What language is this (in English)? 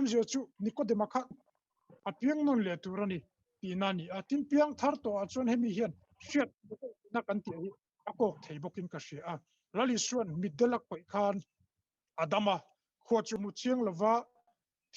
Mizo